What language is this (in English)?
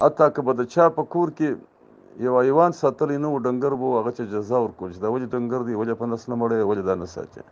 Pashto